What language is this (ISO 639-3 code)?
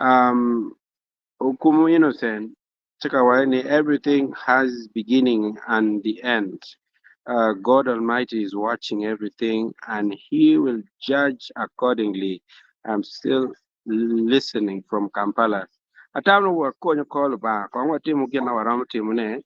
ach